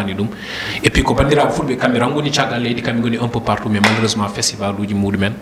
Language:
Fula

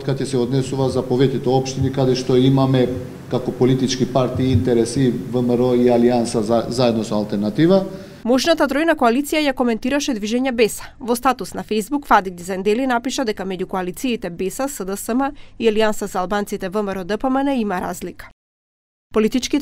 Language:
Macedonian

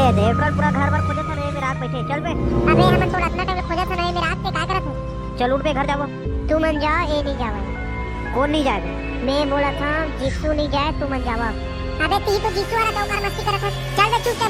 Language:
Chhattisgarhi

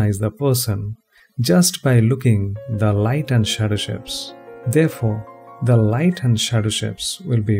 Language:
English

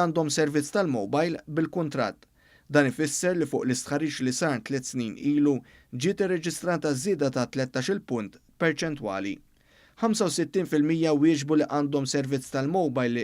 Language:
Maltese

